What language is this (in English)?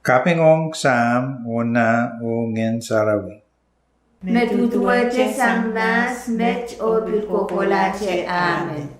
Pohnpeian